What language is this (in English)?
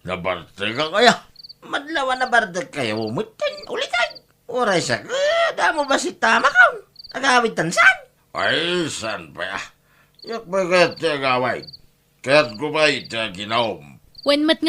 Iloko